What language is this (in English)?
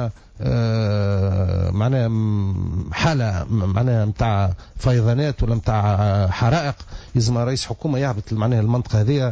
Tunisian Arabic